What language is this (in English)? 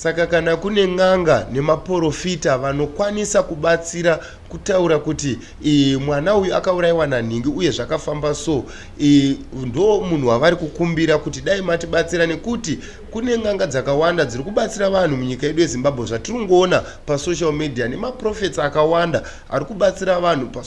Shona